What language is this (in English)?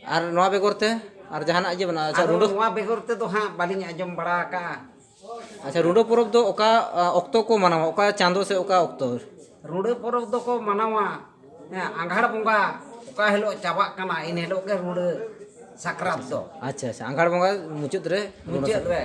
Santali